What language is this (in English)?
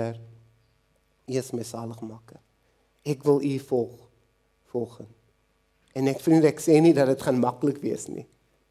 Afrikaans